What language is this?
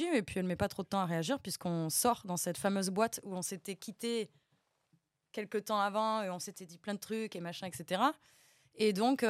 French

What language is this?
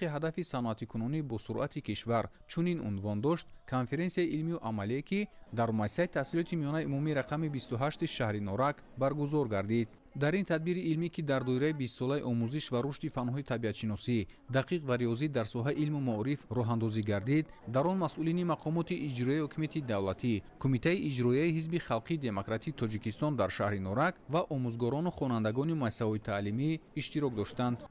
Tajik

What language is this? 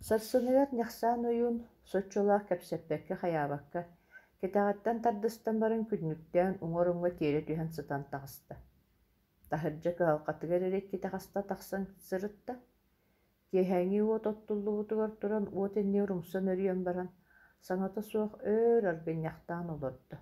Yakut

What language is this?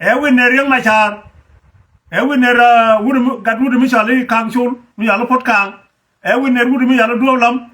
Nuer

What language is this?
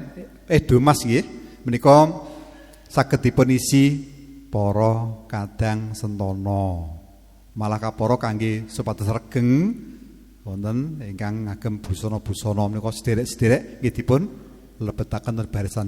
Javanese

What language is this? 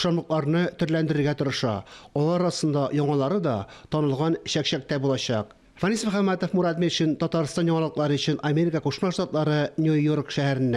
Tatar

